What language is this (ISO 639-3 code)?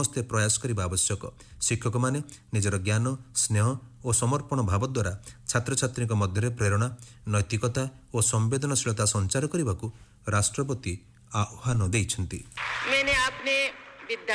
ori